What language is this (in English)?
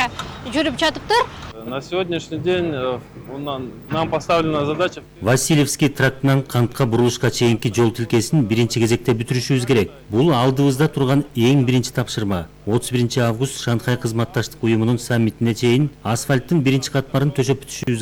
Kyrgyz